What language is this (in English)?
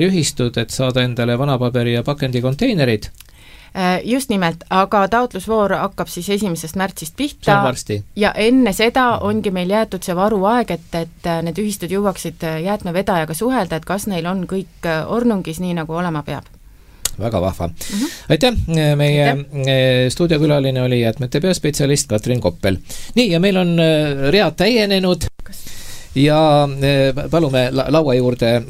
Estonian